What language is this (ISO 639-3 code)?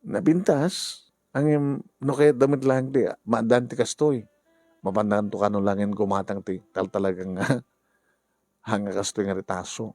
ilo